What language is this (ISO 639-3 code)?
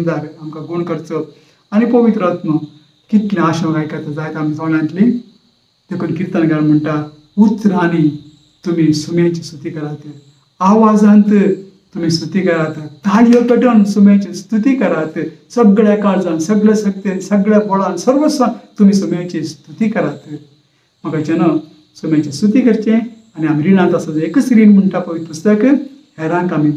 kok